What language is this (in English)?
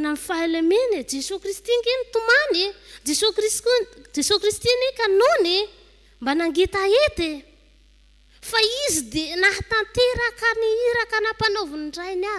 Malagasy